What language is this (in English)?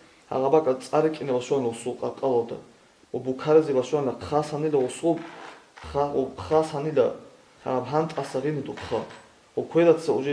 Avaric